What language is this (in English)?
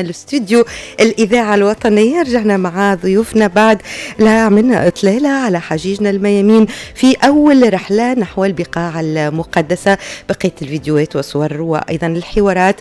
Tunisian Arabic